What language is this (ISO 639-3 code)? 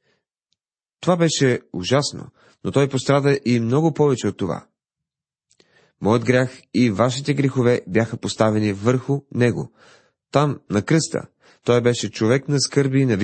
bul